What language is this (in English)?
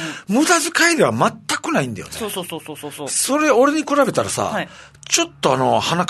Japanese